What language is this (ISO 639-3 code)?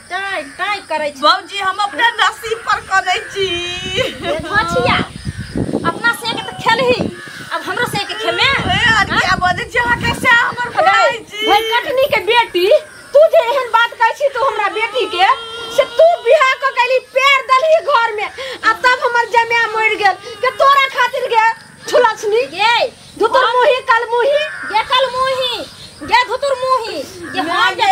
mai